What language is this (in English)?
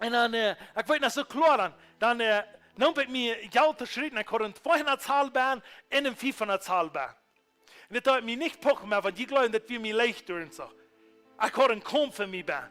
Plautdietsch